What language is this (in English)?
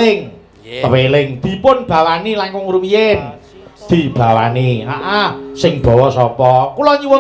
Javanese